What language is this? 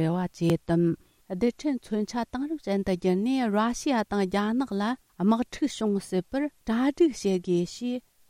Tibetan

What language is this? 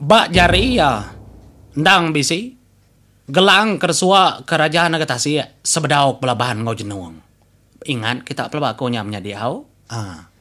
Iban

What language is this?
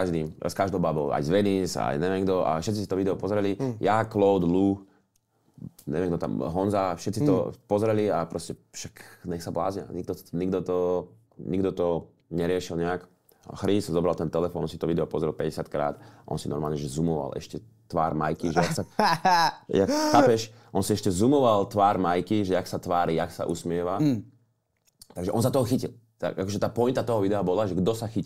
Slovak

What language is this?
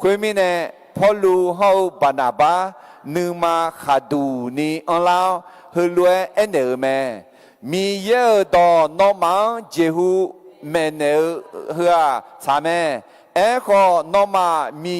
Akha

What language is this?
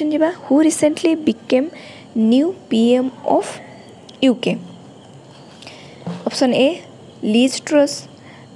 Odia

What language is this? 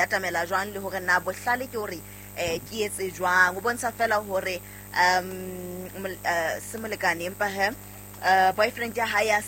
Southern Sotho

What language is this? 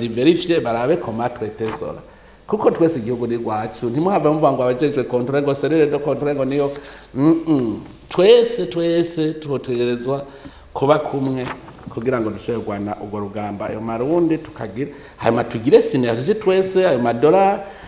Rundi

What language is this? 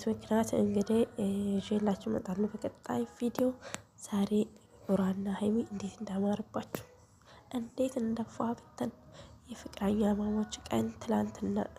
Amharic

